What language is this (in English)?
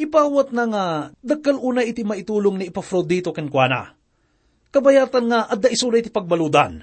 Iloko